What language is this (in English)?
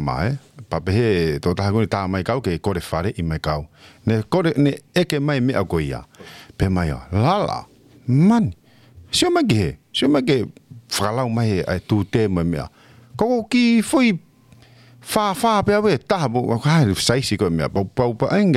Tongan